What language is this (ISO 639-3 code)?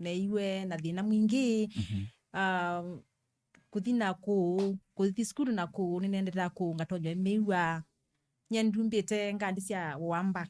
kam